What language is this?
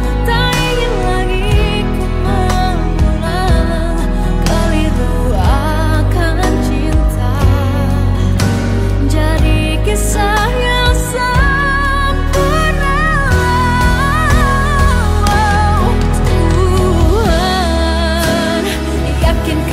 Indonesian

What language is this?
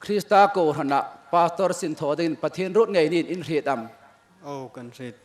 Hmar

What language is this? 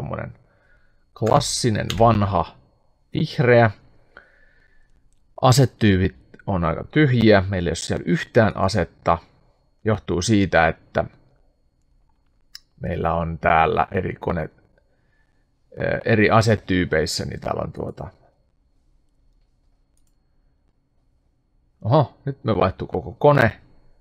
Finnish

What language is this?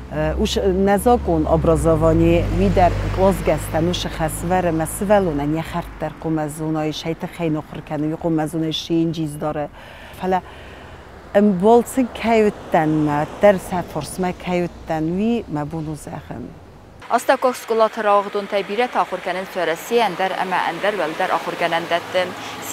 Ossetic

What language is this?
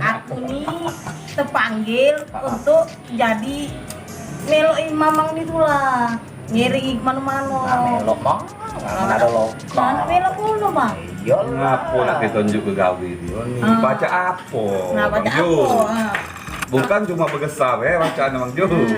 Musi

